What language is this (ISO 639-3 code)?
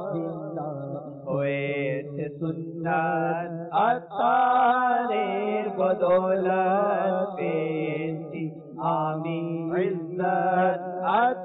ben